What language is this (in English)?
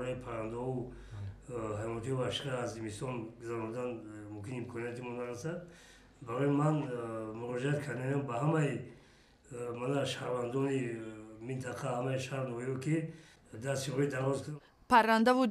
Tajik